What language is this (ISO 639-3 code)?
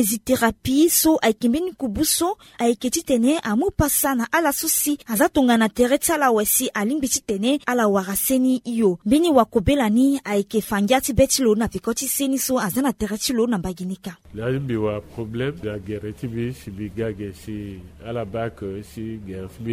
sag